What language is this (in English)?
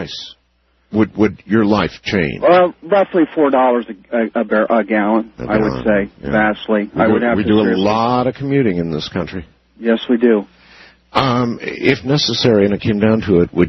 English